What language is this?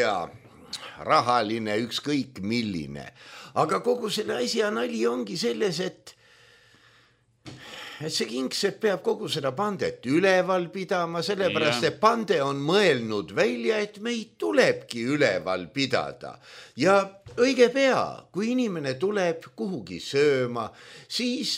Estonian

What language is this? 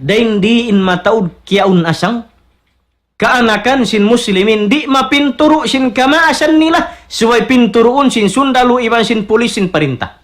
Tausug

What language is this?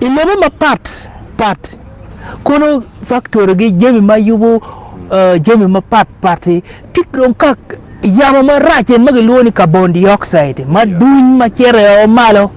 Acoli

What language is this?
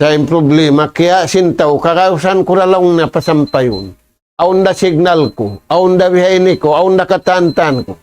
Tausug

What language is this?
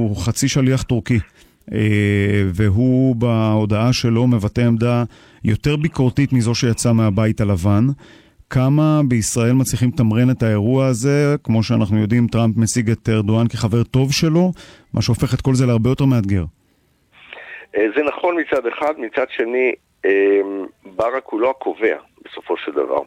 Hebrew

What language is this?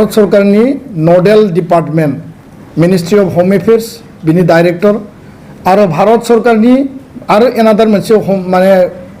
Bodo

